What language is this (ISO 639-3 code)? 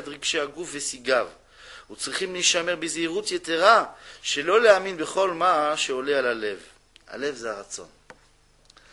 heb